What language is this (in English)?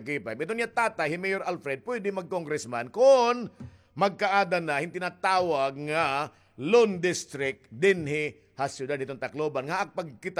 Waray